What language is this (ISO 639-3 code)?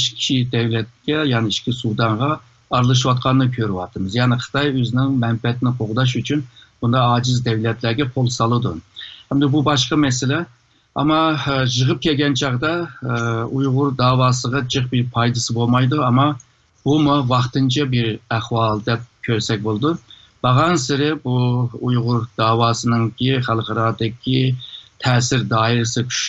uig